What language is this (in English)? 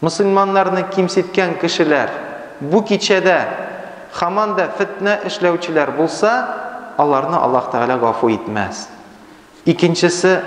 Tatar